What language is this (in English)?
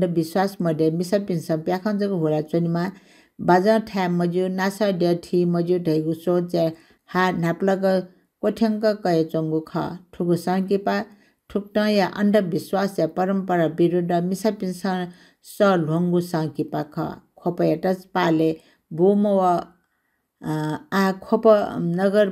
Newari